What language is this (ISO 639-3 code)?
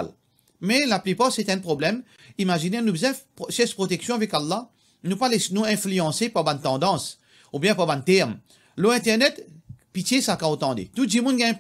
mfe